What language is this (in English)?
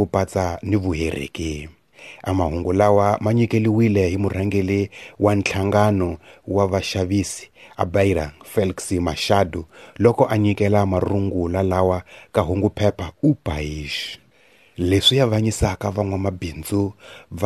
Tsonga